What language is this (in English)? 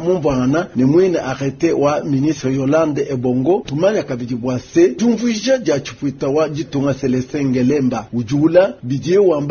Luba-Lulua